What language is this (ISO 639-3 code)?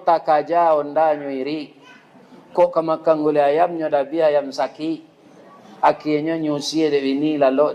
min